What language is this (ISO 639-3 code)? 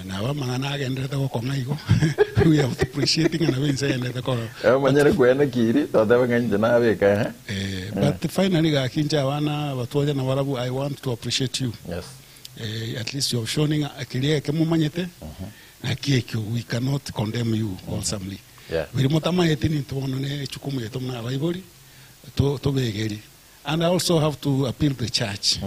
guz